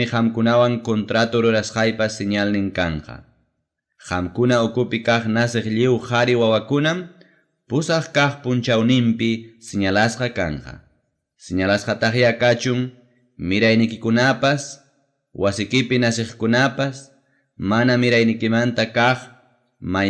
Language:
Ayacucho Quechua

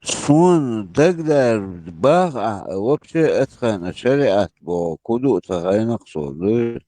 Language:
Chechen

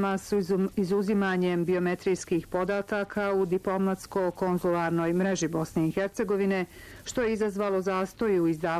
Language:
Bosnian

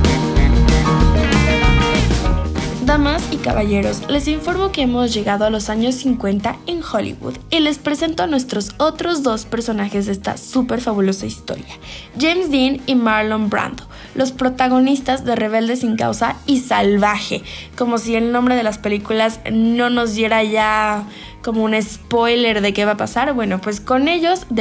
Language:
Spanish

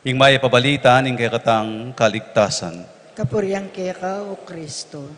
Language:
Pampanga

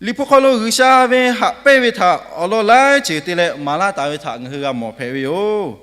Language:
Lahu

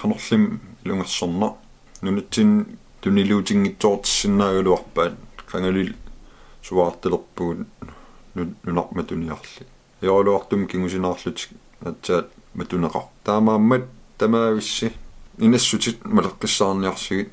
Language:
Kalaallisut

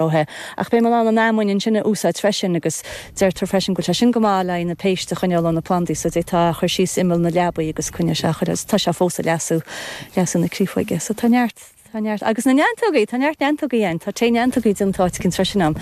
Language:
Irish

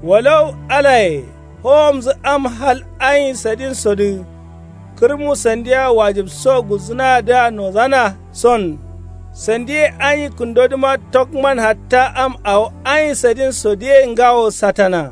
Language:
Kanuri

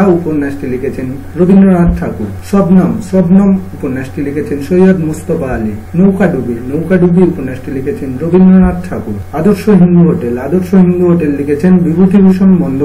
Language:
Bangla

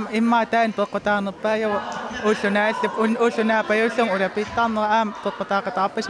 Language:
Kalaallisut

